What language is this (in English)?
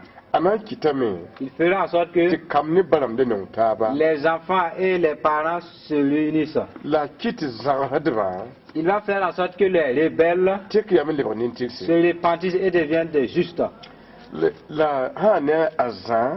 Mossi